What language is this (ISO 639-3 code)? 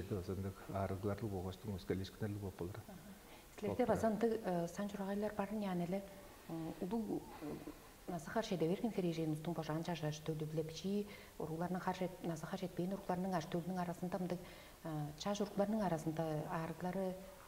tyv